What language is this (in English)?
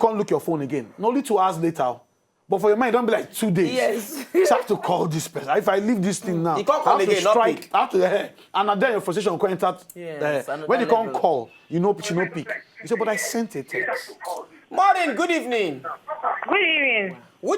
Nigerian Pidgin